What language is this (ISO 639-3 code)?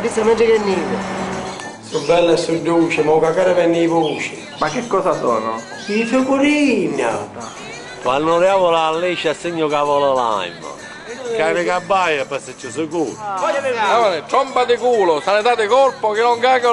scn